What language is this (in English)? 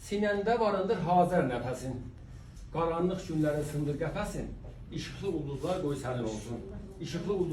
South Azerbaijani